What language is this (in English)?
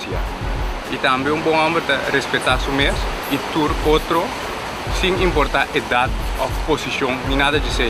Papiamento